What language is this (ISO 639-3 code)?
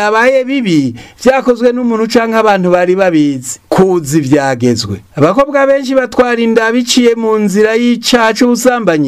run